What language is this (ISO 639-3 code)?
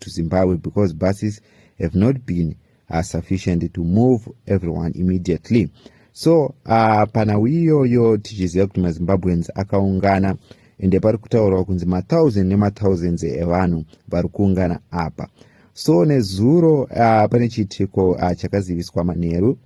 sna